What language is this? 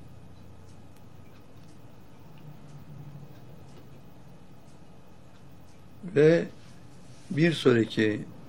Turkish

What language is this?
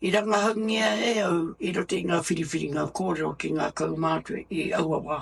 Māori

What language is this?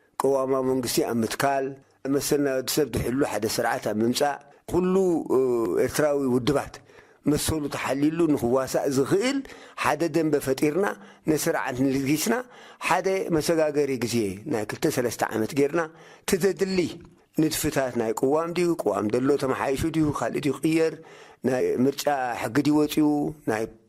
Tigrinya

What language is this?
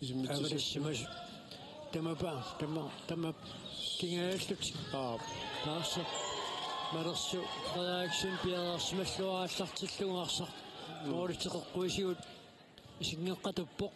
Kalaallisut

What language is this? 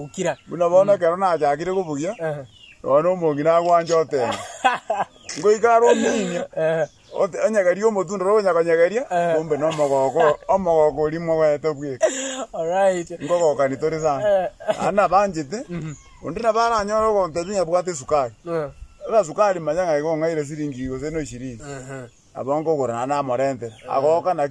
Gusii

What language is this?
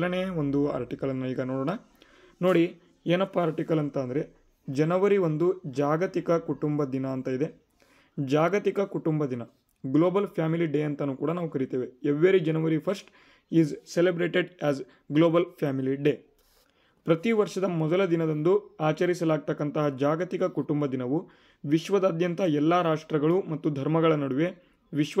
Kannada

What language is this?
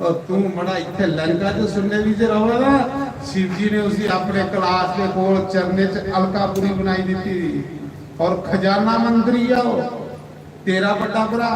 Dogri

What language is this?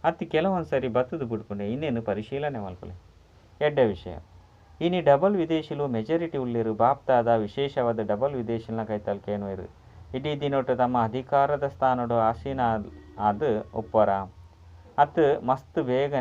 Tulu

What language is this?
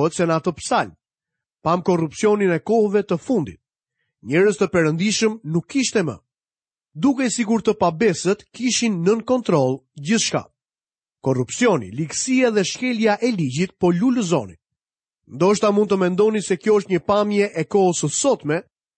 Albanian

